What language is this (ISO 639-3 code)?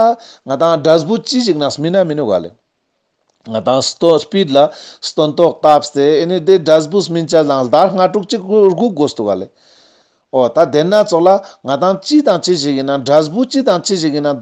lbj